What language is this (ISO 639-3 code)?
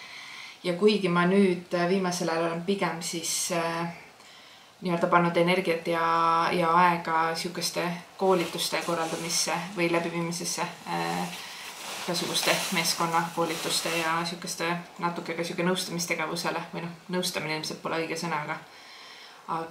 est